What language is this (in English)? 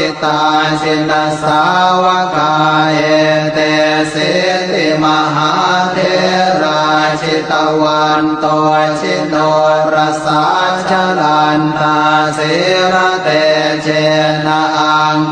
Pali